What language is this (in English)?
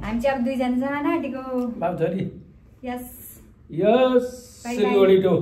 Nepali